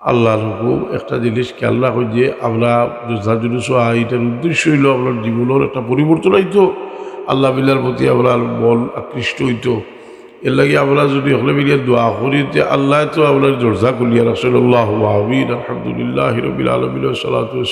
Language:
Sylheti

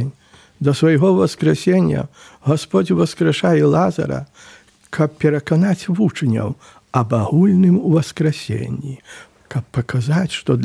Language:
Belarusian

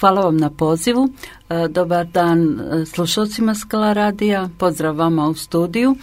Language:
Croatian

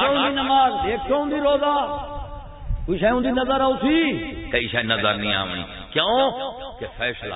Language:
Saraiki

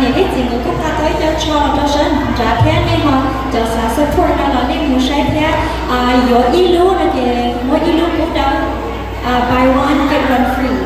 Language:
Hmong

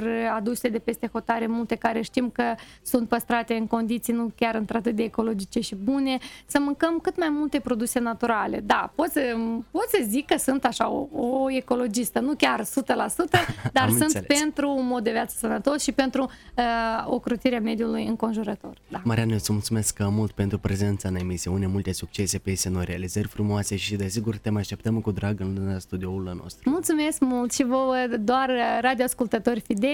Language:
Romanian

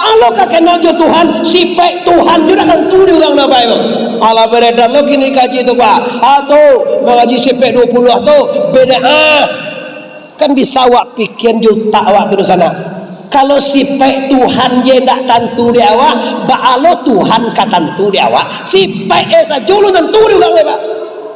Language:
Minangkabau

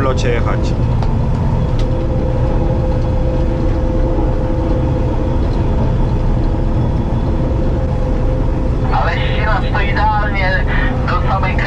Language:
Polish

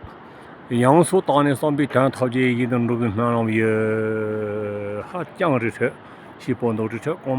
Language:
Tibetan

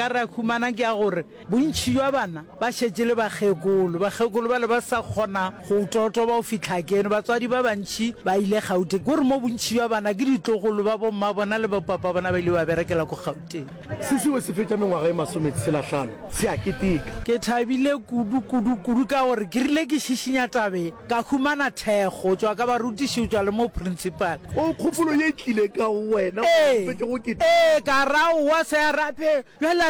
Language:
Northern Sotho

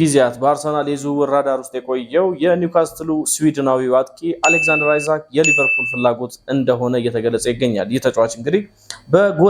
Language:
Amharic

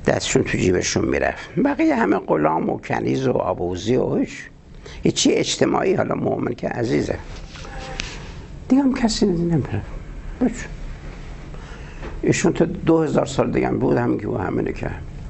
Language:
Persian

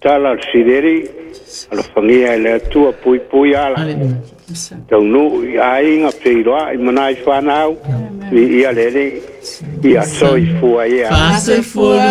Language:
Samoan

